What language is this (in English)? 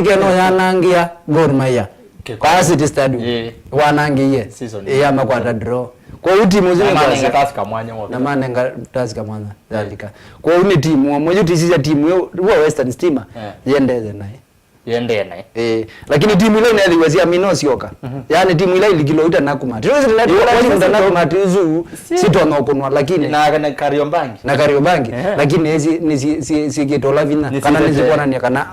Kamba